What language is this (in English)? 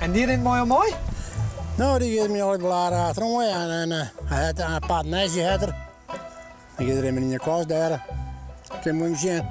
Western Frisian